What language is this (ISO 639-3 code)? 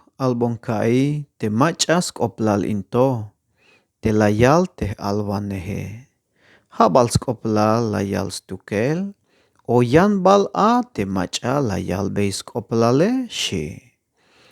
tzh